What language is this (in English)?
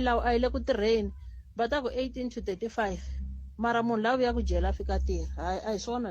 Tsonga